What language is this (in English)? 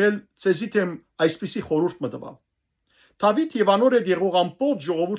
Western Armenian